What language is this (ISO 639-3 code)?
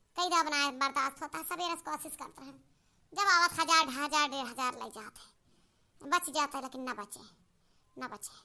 awa